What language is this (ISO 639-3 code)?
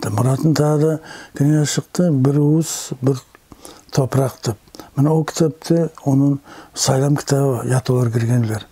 nog